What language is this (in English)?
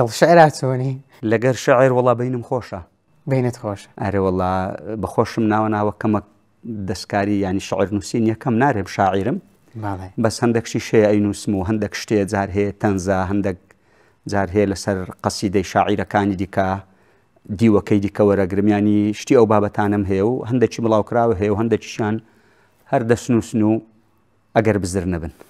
Central Kurdish